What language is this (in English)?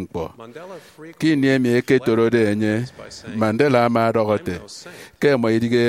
Efik